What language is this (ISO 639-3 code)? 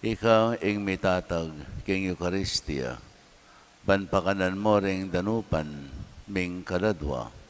pam